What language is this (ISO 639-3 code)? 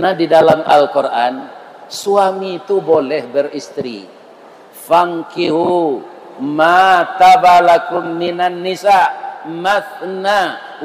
min